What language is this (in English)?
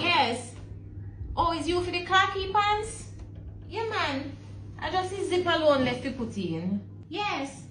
Jamaican Creole English